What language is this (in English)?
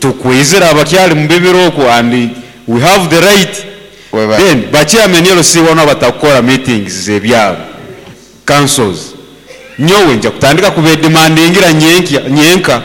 Nyankole